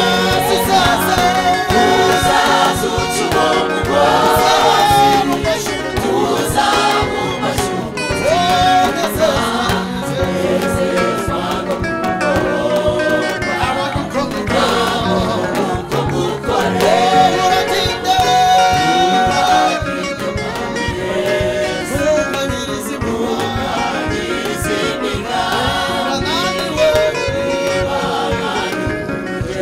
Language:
Kinyarwanda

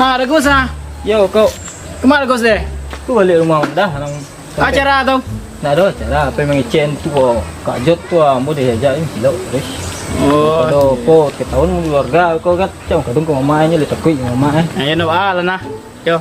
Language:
Minangkabau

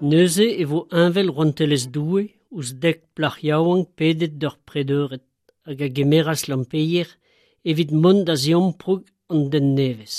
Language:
Breton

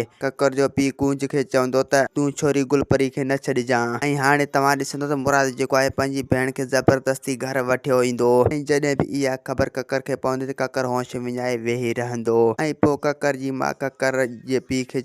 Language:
Sindhi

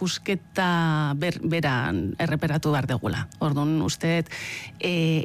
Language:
Basque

